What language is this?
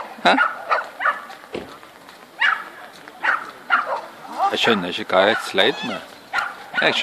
Norwegian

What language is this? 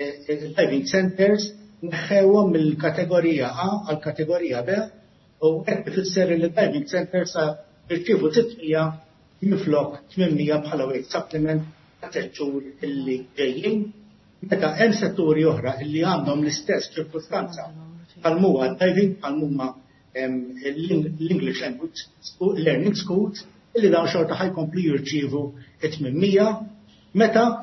Maltese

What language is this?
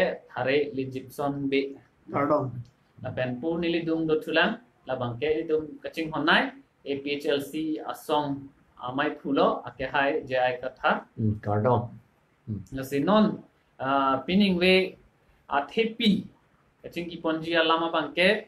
Karbi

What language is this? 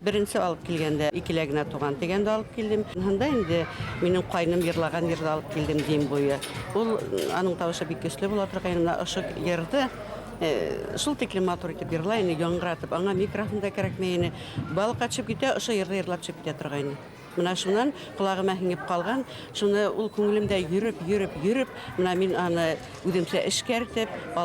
Bashkir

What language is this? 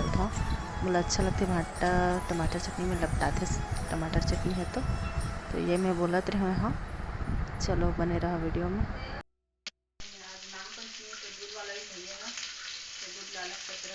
Chhattisgarhi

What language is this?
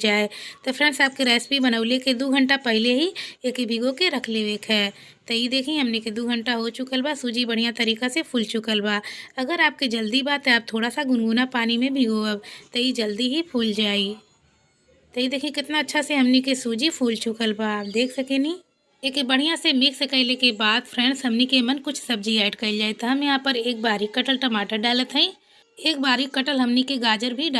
Bhojpuri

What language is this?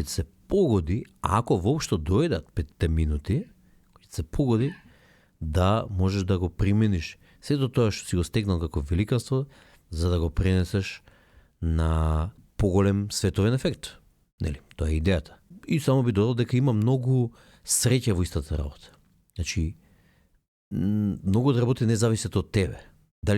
Macedonian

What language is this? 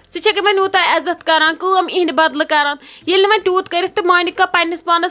Kashmiri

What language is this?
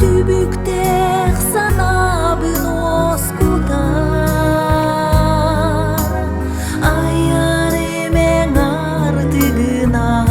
Yakut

